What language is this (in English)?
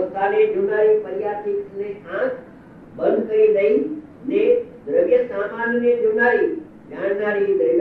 Gujarati